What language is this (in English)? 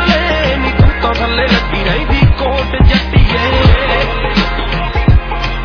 Punjabi